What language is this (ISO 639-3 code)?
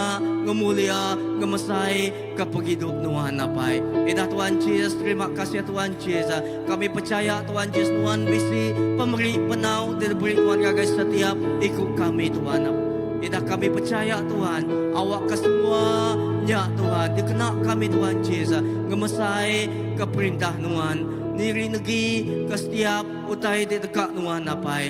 iba